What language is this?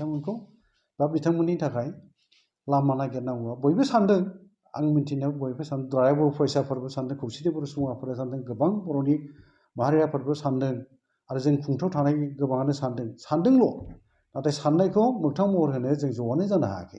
Bodo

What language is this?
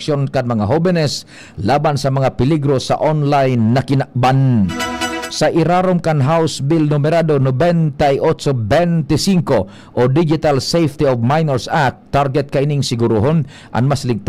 Bikol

